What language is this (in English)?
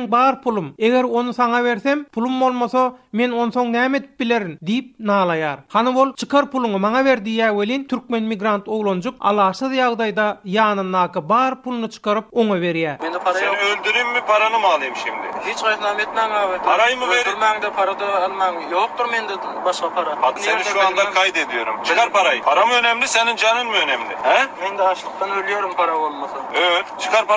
Turkmen